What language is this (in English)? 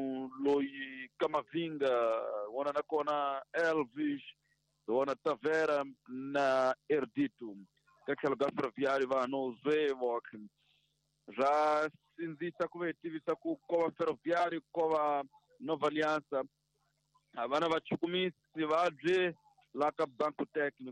Tsonga